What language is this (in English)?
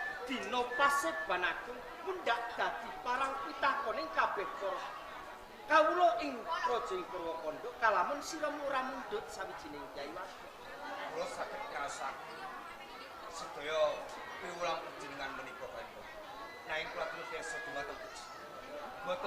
Javanese